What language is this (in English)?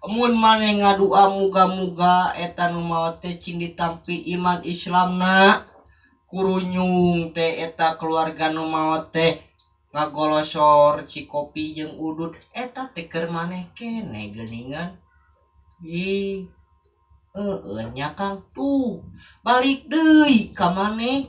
Sundanese